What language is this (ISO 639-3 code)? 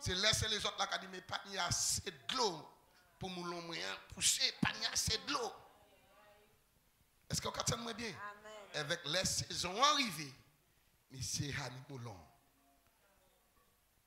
fra